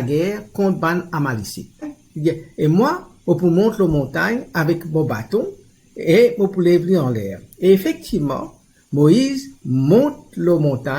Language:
Morisyen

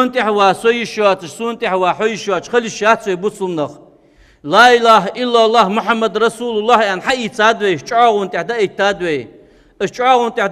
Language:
Ingush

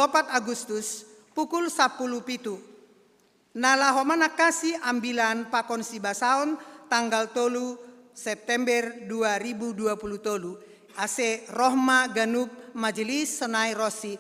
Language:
Batak Simalungun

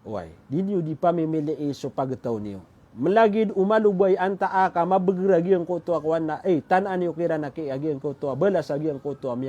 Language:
Maranao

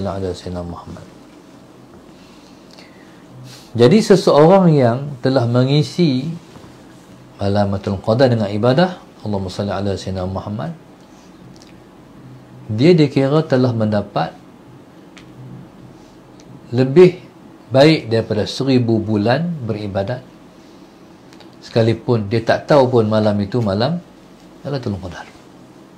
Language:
Malay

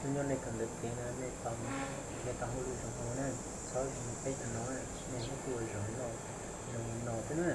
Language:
Hmong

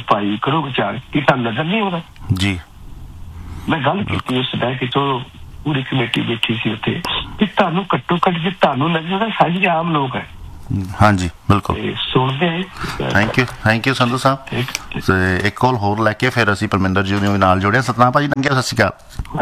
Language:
Punjabi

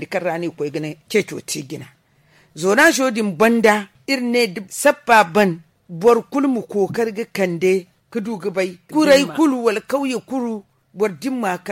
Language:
Zarma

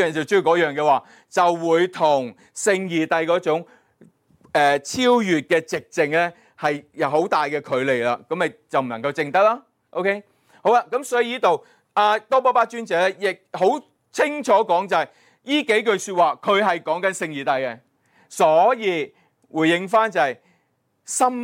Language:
Cantonese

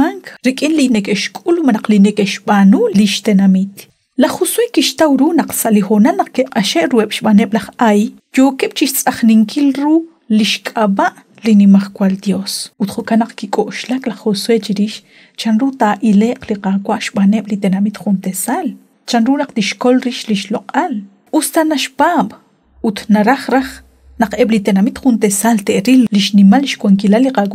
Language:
Kekchí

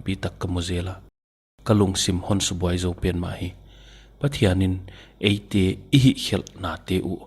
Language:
Paite Chin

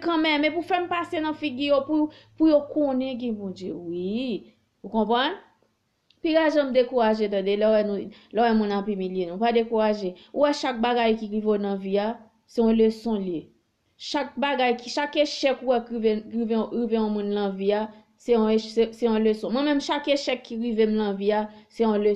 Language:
Haitian Creole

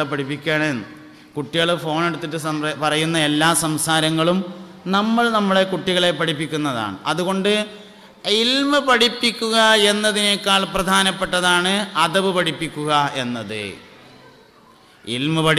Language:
Malayalam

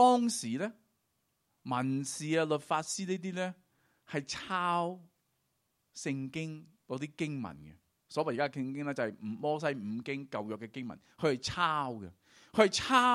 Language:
Cantonese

